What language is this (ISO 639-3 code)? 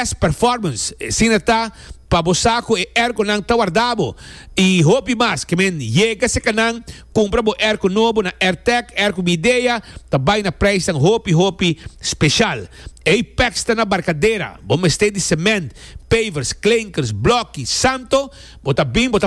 pap